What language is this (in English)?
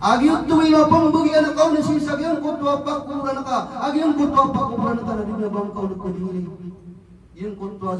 Maranao